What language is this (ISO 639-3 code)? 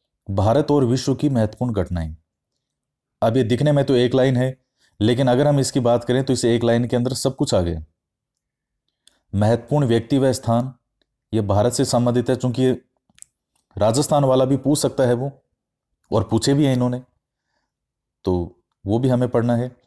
hin